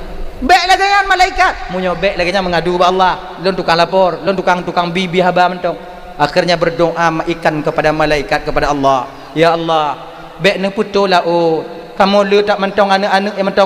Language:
Achinese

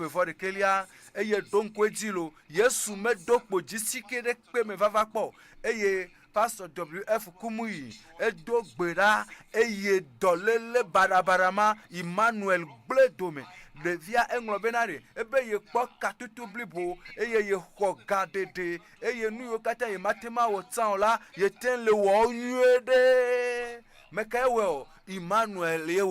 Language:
Ewe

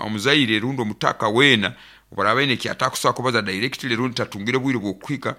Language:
Nyankole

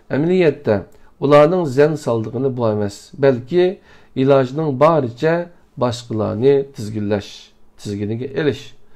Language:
Uyghur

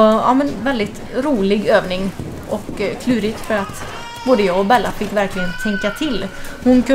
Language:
Swedish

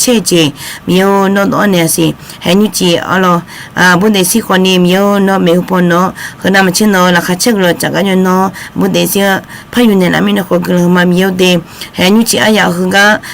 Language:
Akha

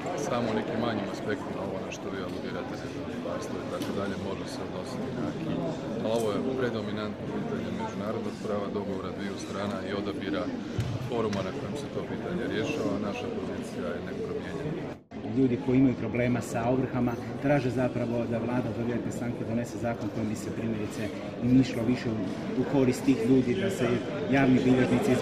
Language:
Croatian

